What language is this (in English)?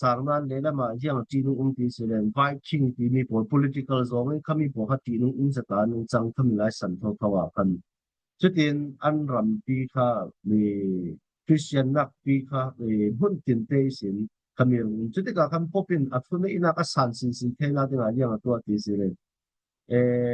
Falam Chin